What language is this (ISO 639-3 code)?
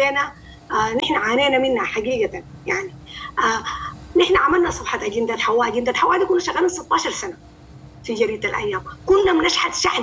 apd